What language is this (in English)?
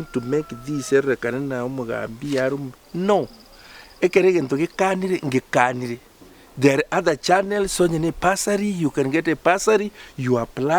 Gusii